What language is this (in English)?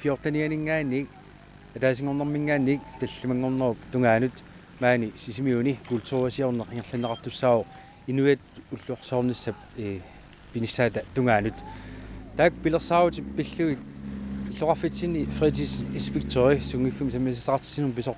Kalaallisut